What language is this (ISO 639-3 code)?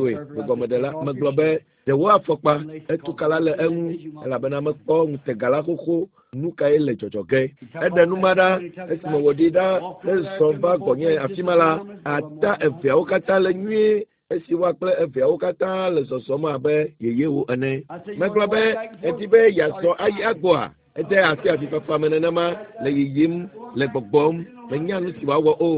ewe